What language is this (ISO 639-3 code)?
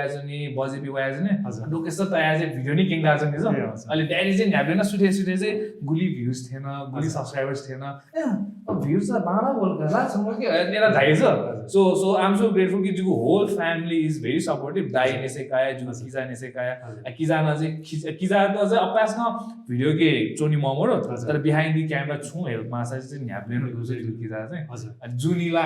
new